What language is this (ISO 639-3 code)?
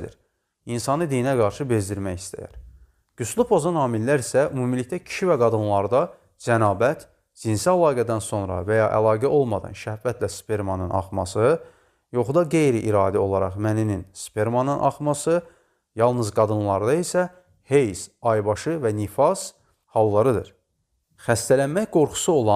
aze